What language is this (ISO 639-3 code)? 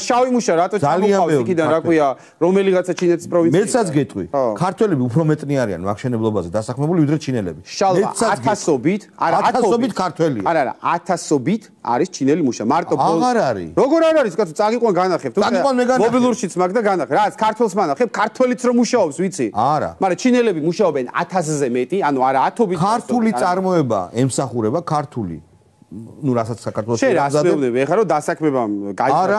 kat